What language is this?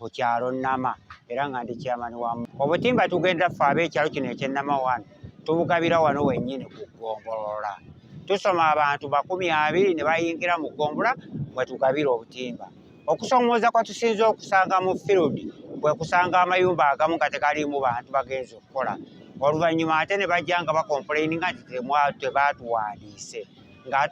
Ganda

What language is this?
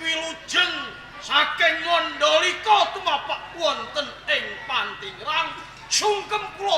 Javanese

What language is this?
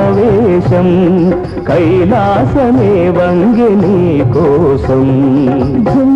Telugu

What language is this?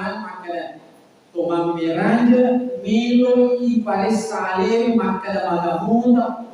Buginese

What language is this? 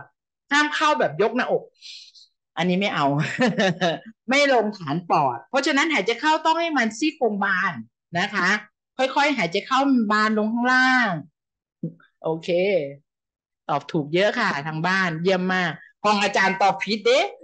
Thai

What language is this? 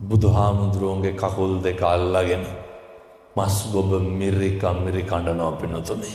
Sinhala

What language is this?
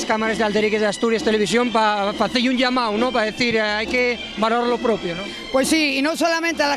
Asturian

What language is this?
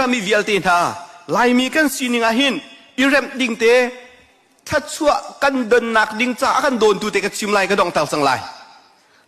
Hakha Chin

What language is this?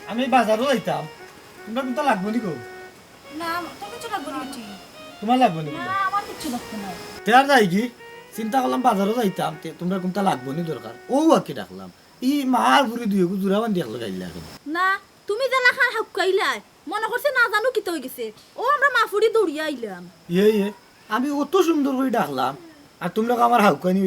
Sylheti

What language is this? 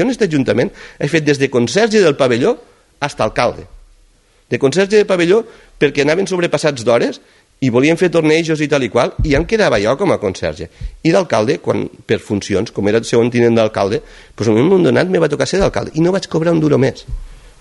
Catalan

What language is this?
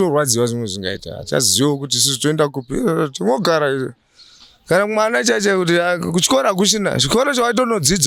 Shona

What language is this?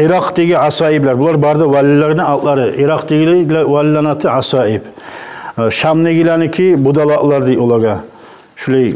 Kumyk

